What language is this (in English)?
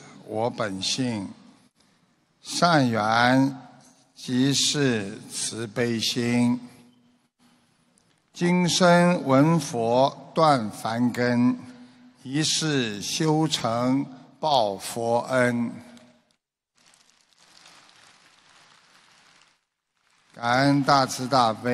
Chinese